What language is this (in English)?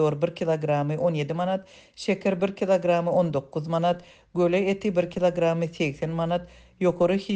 Turkmen